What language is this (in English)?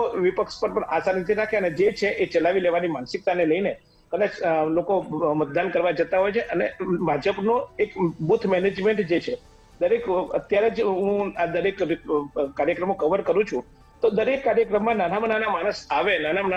Gujarati